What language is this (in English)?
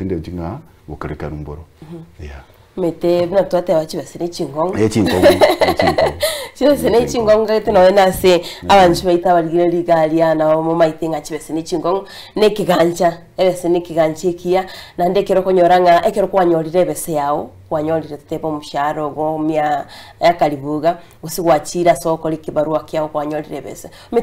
Gusii